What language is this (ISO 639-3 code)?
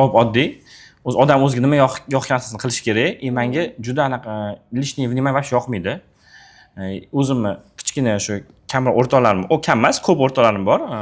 uzb